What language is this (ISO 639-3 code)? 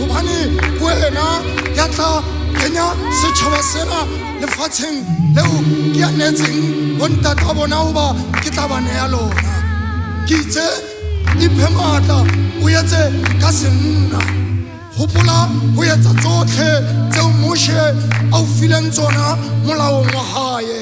sot